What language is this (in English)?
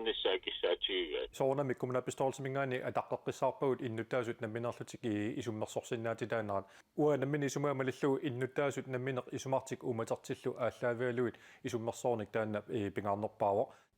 Kalaallisut